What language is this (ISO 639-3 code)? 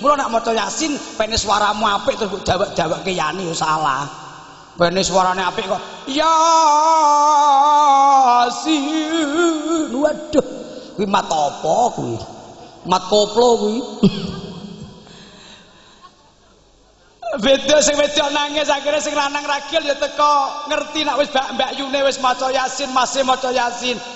jav